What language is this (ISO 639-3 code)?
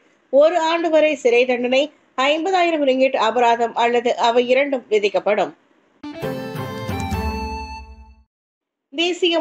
tam